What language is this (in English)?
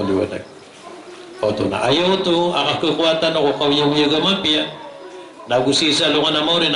Maranao